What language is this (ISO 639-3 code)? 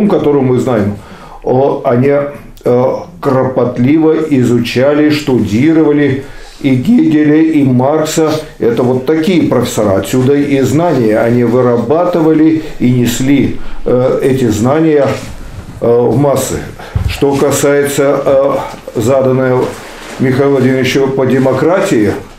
rus